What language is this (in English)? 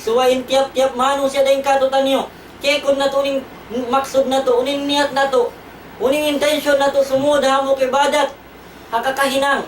Tausug